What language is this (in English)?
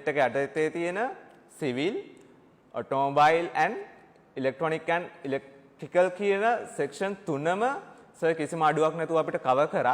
Sinhala